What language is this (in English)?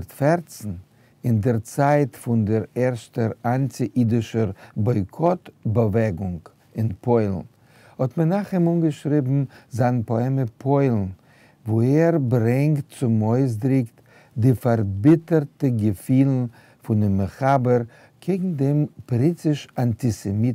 Yiddish